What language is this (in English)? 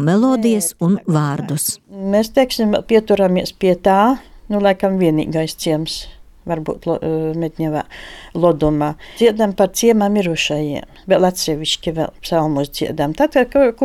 Latvian